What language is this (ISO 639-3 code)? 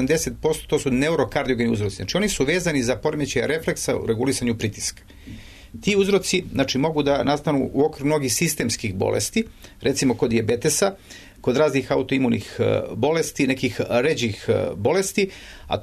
srp